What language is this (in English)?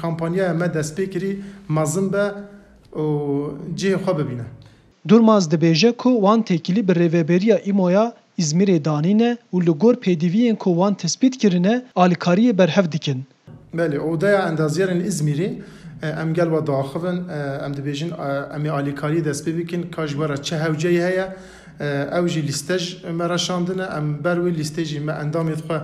Kurdish